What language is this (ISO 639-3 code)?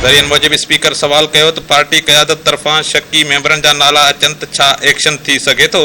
snd